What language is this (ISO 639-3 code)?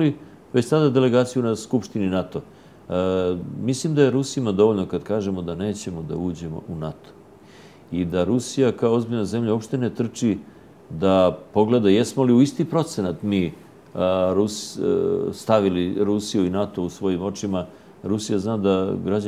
srp